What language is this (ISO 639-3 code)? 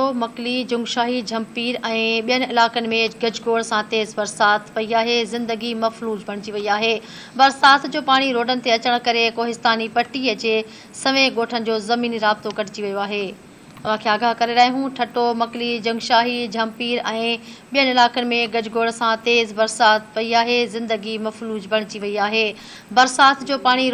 snd